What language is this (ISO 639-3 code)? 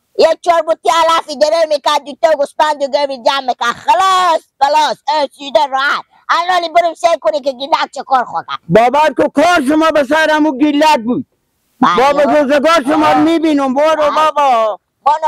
fas